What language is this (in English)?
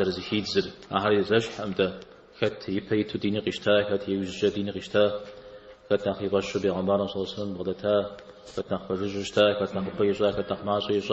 Kabardian